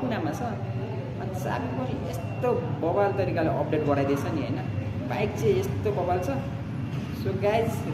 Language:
Nepali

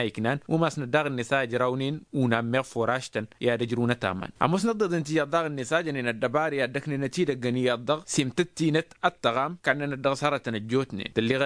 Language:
Tamasheq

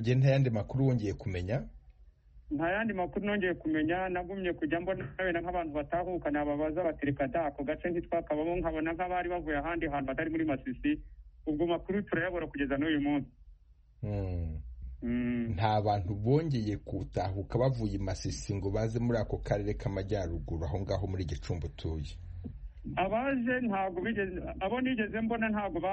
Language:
Kinyarwanda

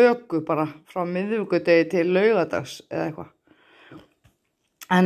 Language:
Icelandic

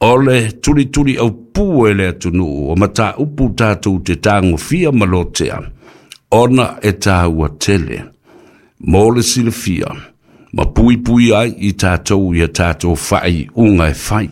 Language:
Samoan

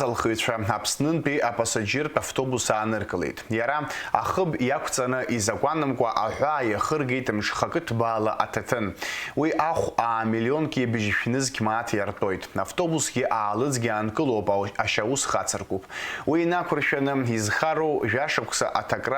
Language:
Abkhazian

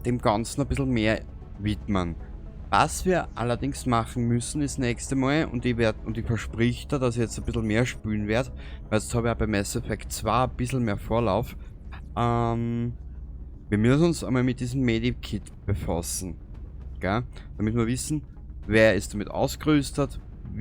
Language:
Bavarian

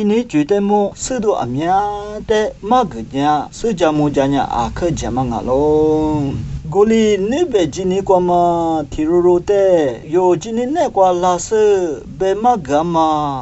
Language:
Lisu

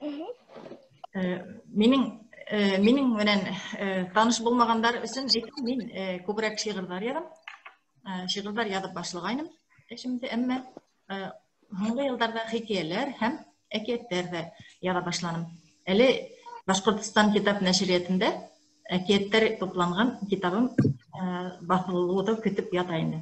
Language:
Bashkir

